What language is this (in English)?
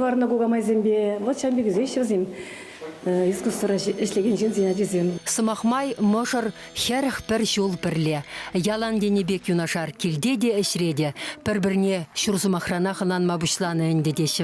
Chuvash